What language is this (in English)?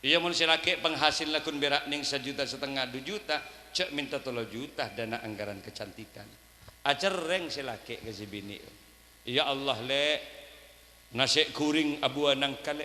Madurese